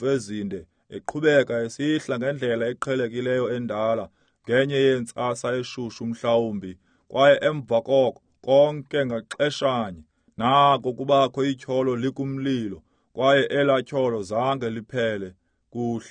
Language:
Xhosa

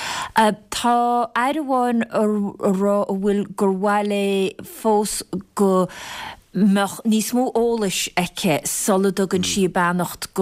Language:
Irish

